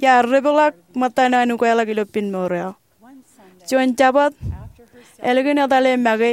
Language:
Marshallese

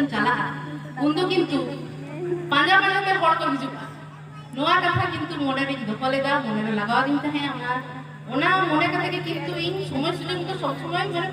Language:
Santali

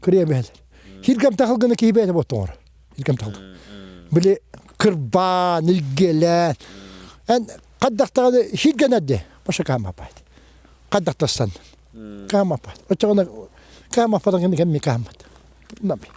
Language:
Yakut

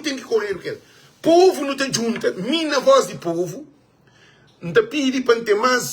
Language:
Kabuverdianu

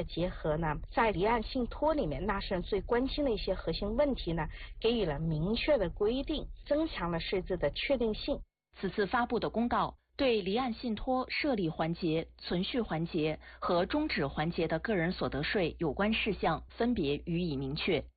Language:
Chinese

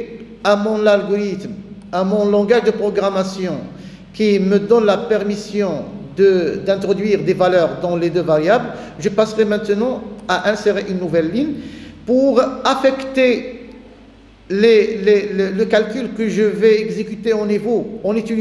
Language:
French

